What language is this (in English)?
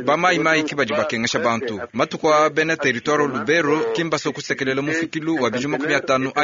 Luba-Lulua